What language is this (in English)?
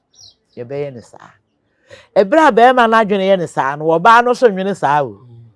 Akan